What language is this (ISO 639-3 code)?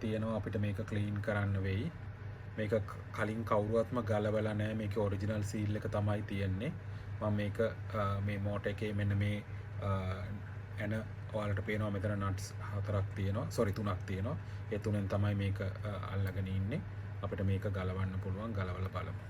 sin